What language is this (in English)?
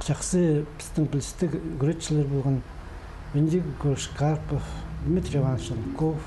Khakas